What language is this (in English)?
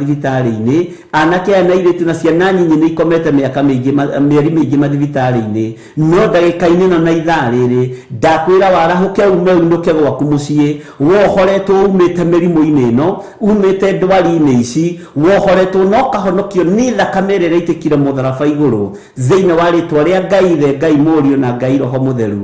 Kikuyu